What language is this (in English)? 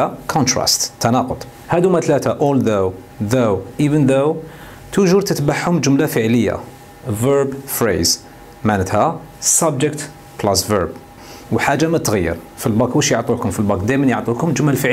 Algerian Arabic